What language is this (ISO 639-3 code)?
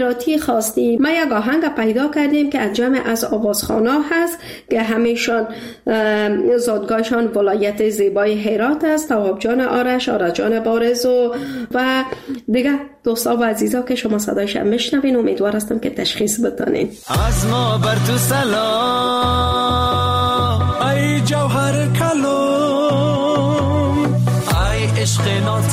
fas